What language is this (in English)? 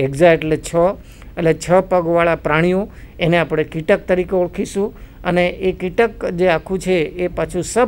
Gujarati